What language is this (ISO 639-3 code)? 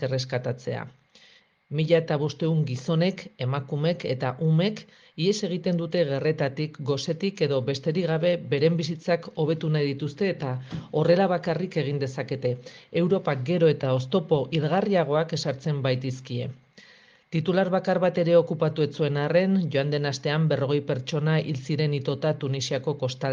eus